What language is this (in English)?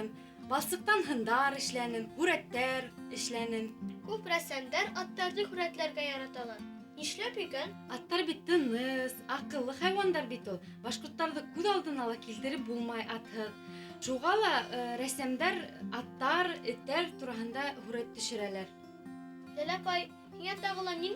Bashkir